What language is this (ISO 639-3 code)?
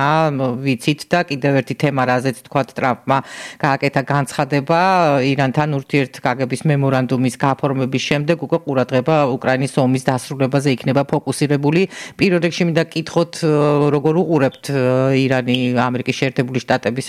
kat